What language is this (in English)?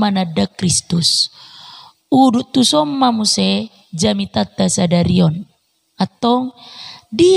Batak Toba